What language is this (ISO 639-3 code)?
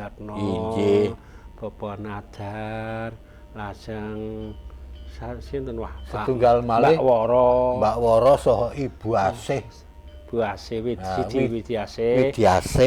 jav